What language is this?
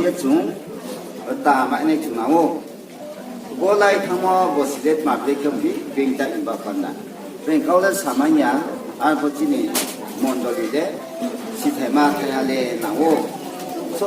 Riang (India)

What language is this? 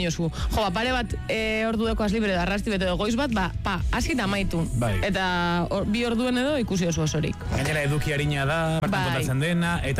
Basque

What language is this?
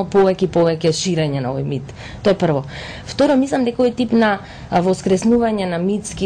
Macedonian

